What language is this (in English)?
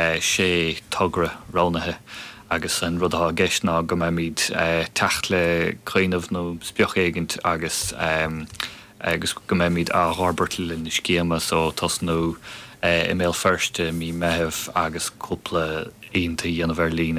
Irish